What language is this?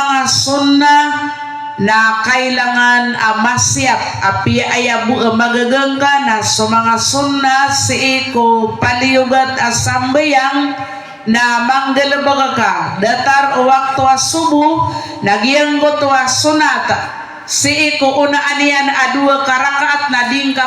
Maranao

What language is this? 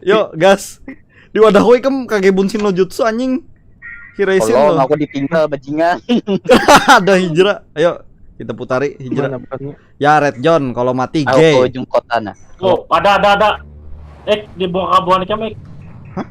Banjar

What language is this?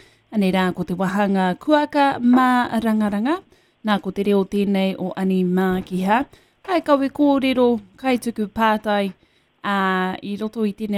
Māori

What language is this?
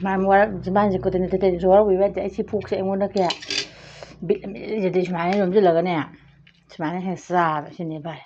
Manipuri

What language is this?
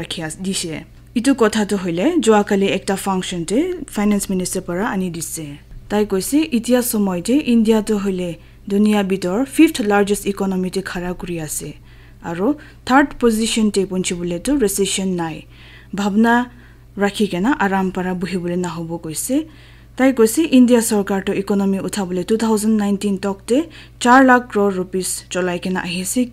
Naga Pidgin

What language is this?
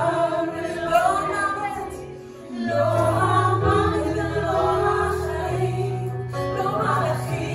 Hebrew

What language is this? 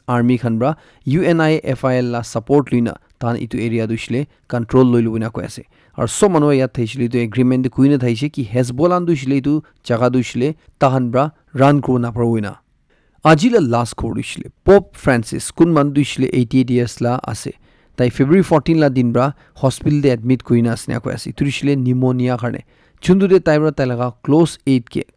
Naga Pidgin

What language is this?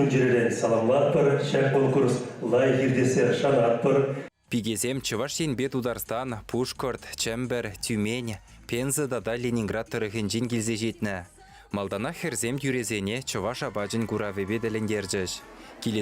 Chuvash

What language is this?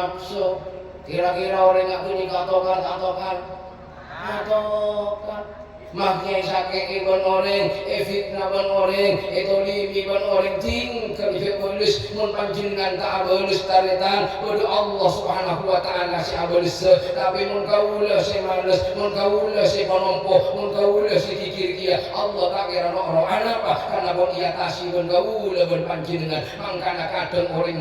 Madurese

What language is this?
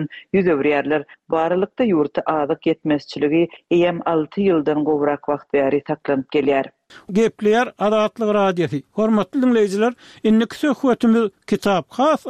Turkmen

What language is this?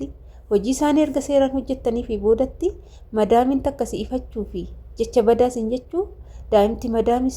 Oromo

